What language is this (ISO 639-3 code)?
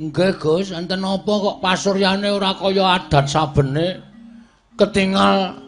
jav